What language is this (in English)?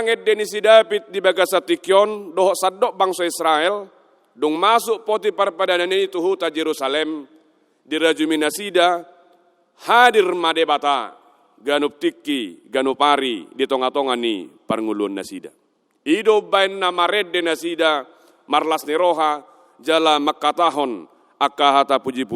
Batak Toba